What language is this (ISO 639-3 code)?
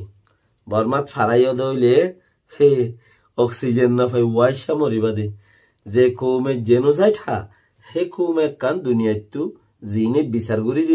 rhg